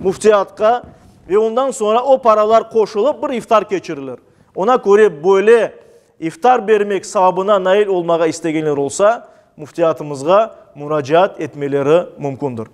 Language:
Crimean Tatar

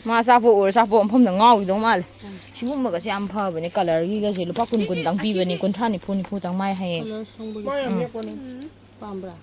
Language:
Manipuri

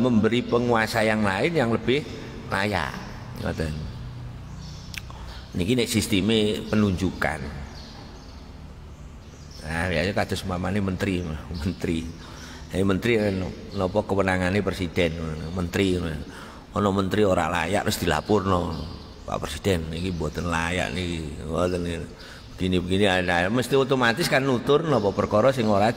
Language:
Javanese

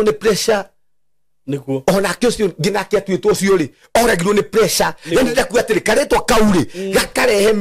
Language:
Kikuyu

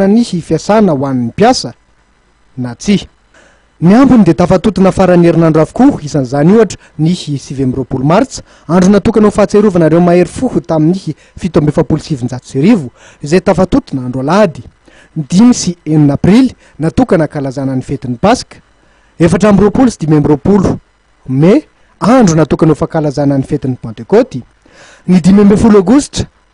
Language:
Malagasy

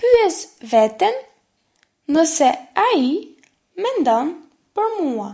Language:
Albanian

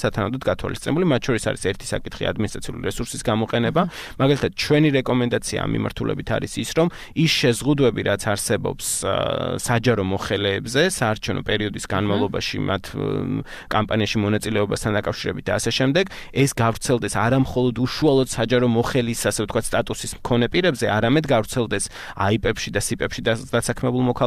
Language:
Georgian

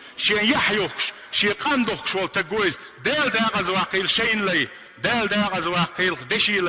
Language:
Chechen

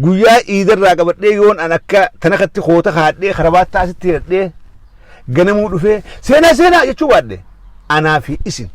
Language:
Oromo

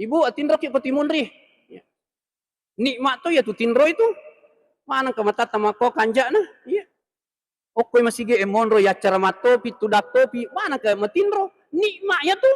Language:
Buginese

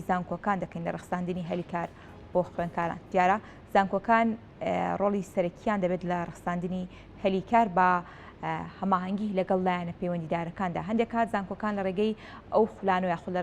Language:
Central Kurdish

